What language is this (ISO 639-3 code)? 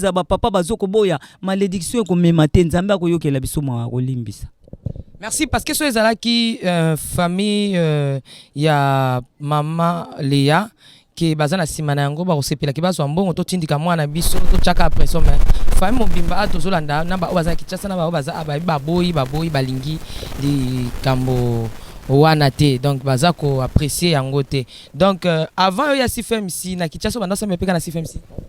lin